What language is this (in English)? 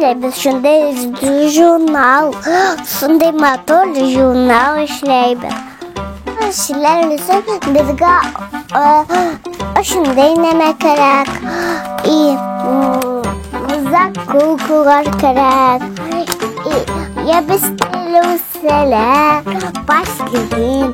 Bashkir